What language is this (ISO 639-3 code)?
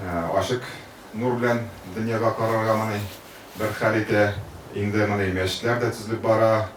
tat